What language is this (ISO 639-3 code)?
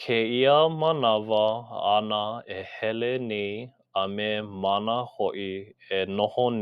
haw